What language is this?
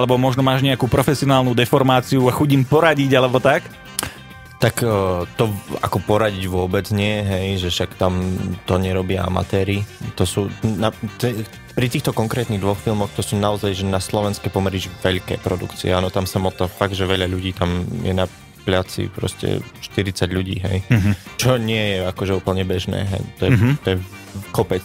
Slovak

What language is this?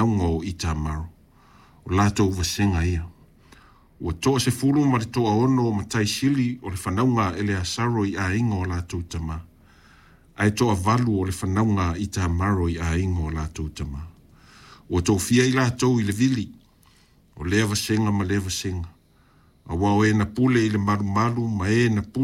Samoan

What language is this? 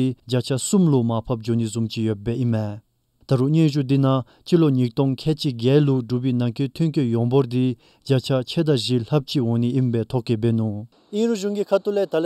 Dzongkha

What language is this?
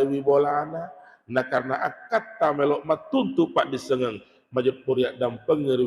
Buginese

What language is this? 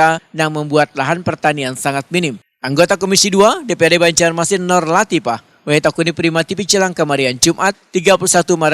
Banjar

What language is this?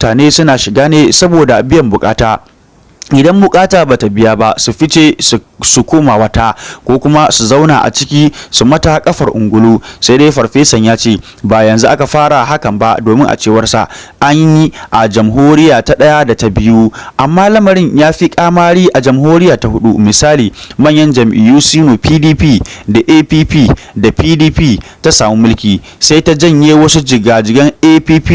Hausa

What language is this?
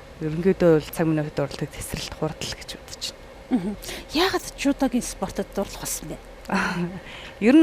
Mongolian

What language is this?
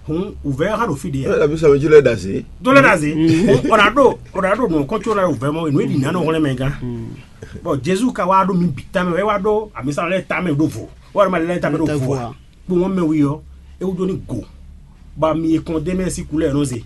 Fon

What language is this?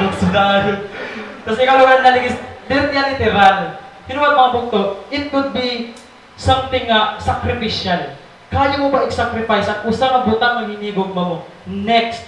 Waray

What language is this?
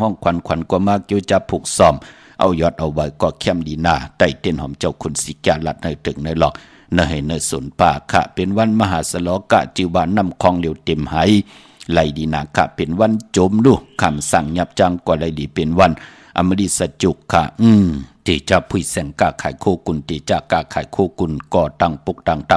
Shan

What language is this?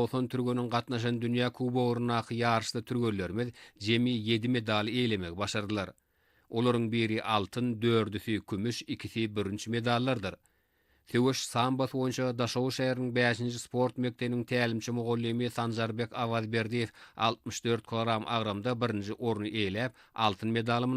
Turkmen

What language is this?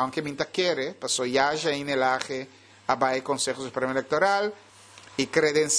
Papiamento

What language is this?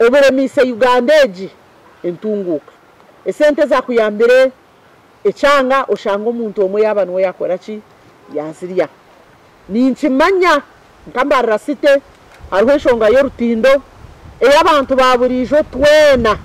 Nyankole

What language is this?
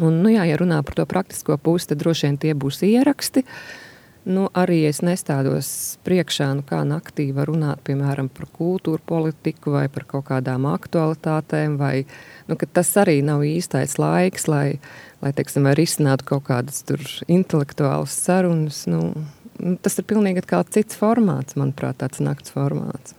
Latvian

